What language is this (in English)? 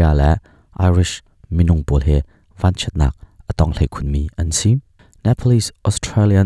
Hakha Chin